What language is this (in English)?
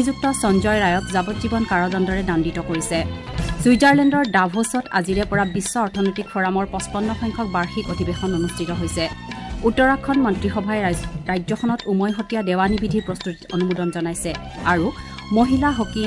Assamese